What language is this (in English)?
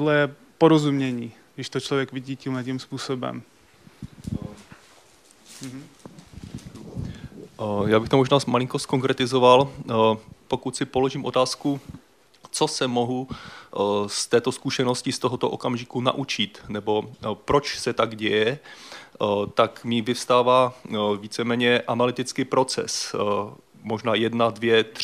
Czech